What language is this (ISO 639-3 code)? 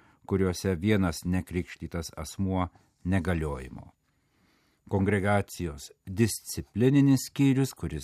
lit